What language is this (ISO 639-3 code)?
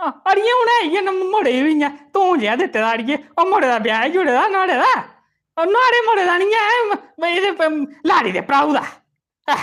doi